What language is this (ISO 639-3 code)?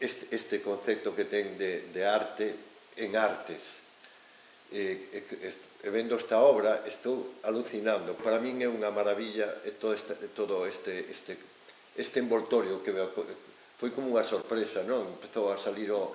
glg